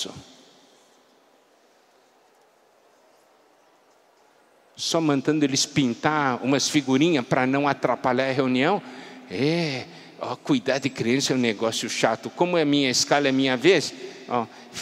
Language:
Portuguese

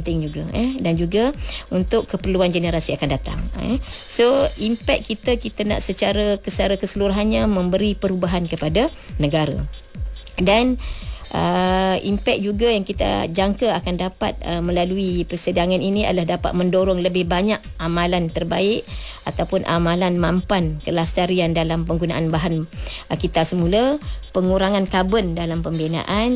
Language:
Malay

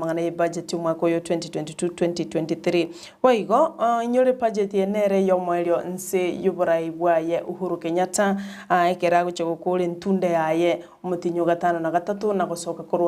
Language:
Gusii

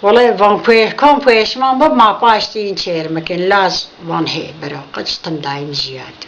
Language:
Zaza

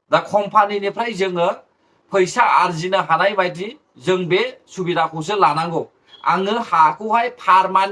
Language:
Bodo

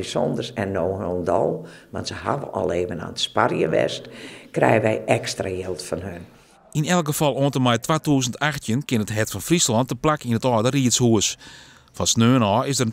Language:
Western Frisian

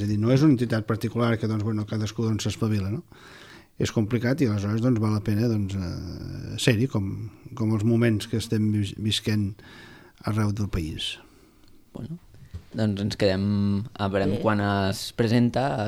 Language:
Catalan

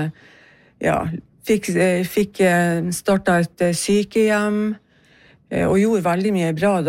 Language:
Norwegian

